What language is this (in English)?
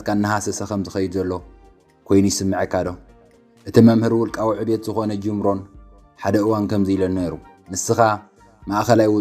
Tigrinya